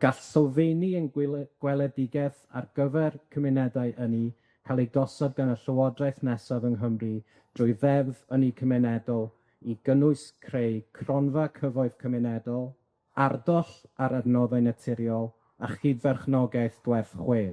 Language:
Welsh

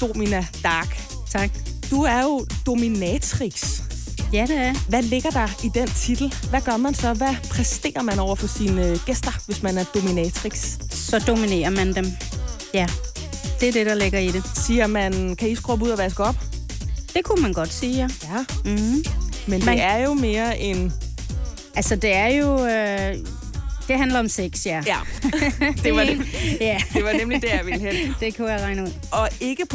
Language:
Danish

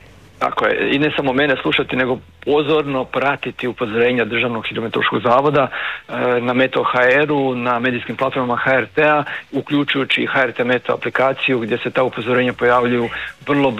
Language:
Croatian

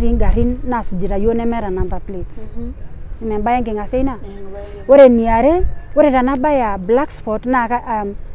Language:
Masai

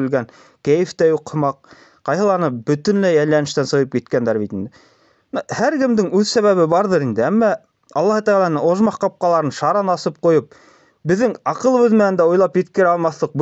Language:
Bashkir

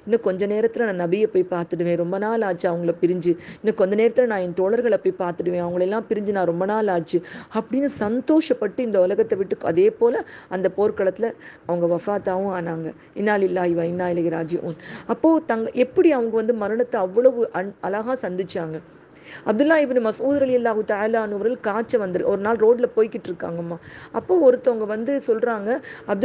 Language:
Tamil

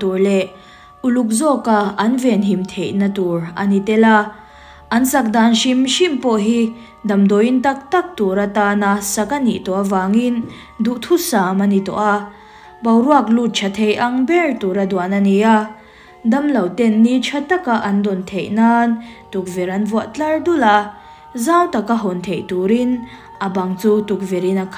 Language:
Mizo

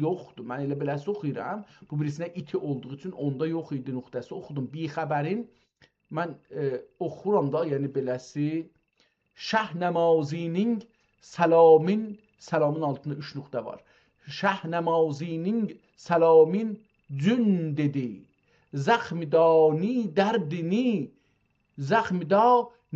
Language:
South Azerbaijani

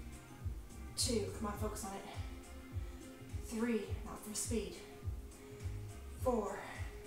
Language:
English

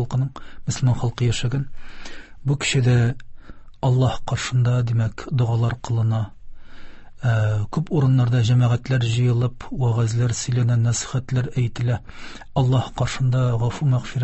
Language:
Tatar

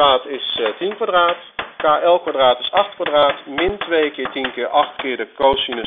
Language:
Dutch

